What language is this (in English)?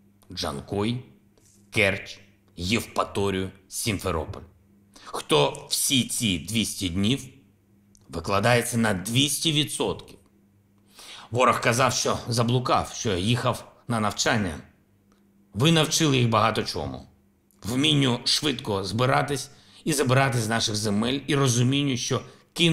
Ukrainian